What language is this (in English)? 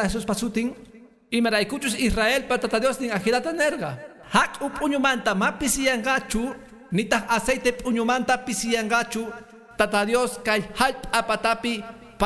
Quechua